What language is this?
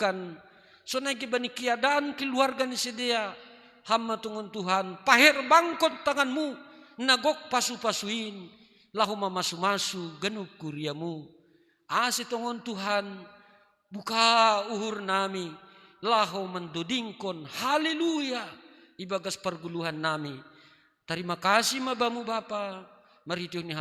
Batak Simalungun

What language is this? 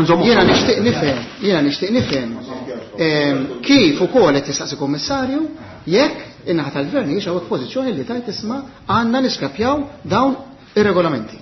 Maltese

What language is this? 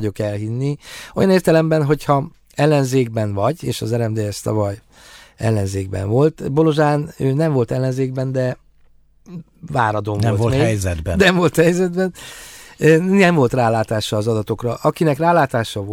Hungarian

